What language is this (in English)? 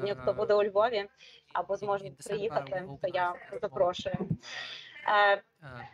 Ukrainian